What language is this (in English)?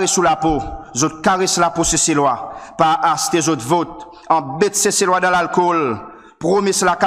Seselwa Creole French